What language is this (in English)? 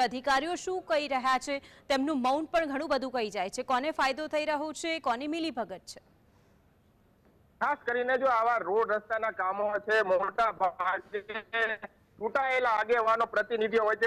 Gujarati